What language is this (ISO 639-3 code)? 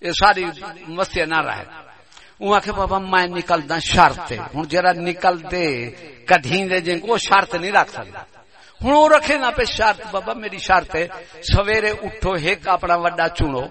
skr